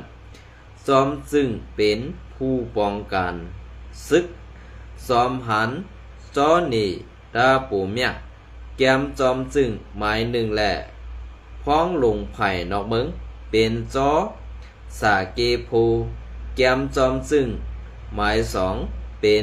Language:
Shan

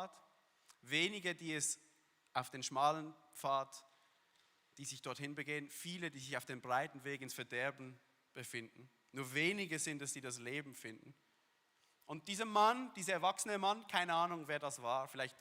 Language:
Swiss German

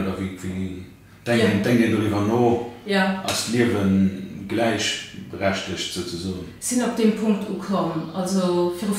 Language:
Luxembourgish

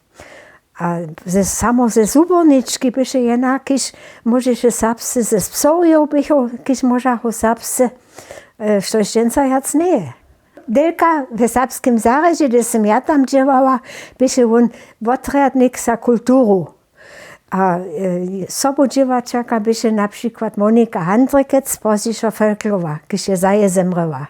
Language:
Upper Sorbian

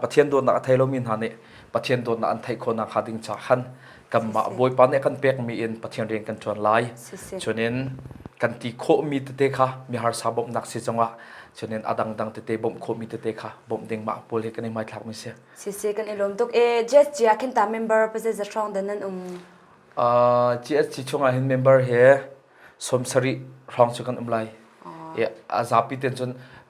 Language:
Hakha Chin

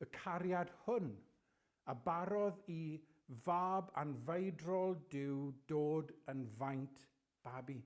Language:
Welsh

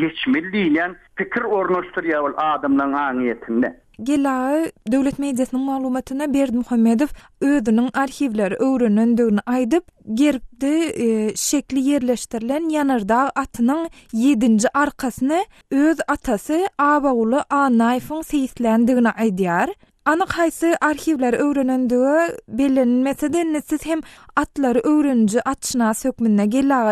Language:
Turkmen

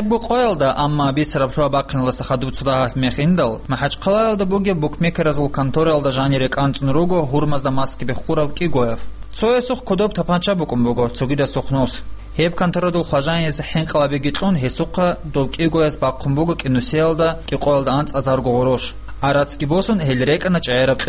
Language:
Avaric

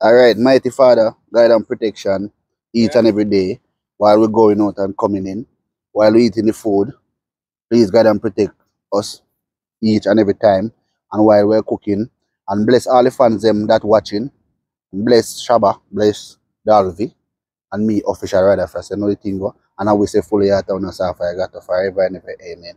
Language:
Jamaican Creole English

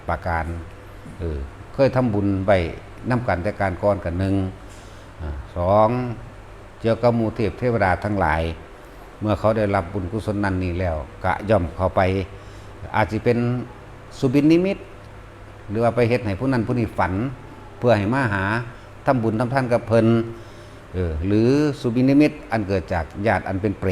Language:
Northeastern Thai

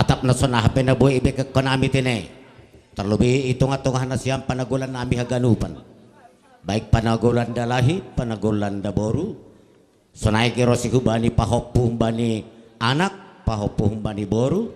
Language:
Batak Simalungun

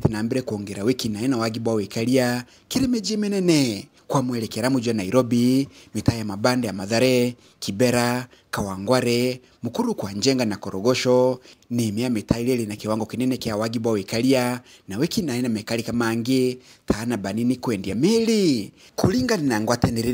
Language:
Meru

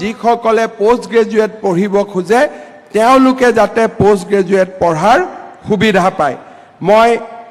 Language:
Assamese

